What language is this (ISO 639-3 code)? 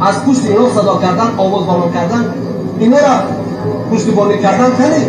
tgk